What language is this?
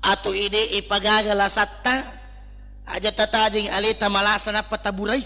Buginese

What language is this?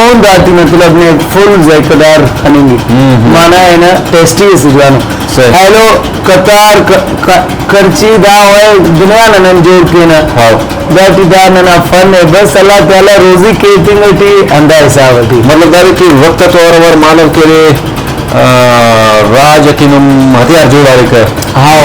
Brahui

